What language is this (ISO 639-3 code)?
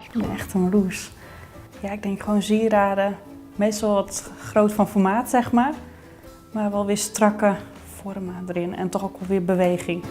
fry